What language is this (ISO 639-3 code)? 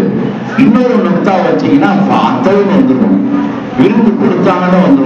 tam